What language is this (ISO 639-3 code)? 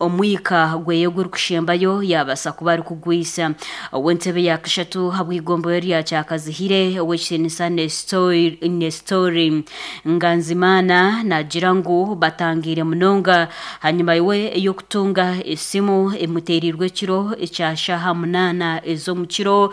nyn